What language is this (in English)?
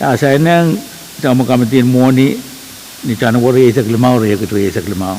Pohnpeian